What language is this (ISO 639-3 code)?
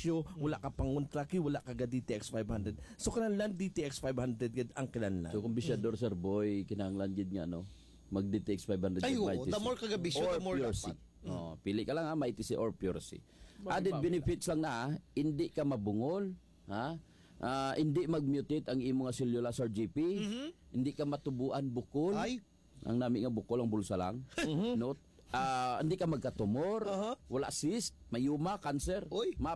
hil